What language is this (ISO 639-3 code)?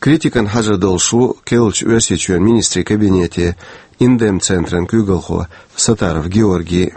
che